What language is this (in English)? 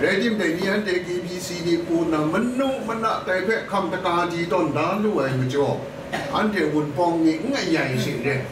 Kachin